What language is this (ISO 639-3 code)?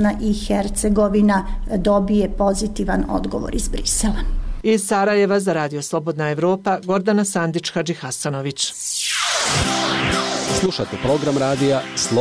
bos